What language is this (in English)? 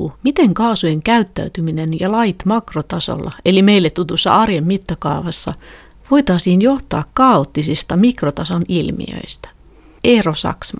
Finnish